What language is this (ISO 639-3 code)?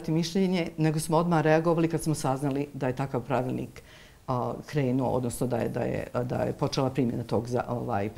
bos